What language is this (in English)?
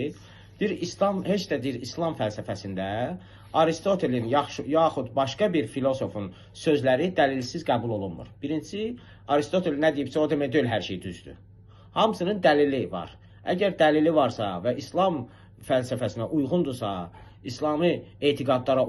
Azerbaijani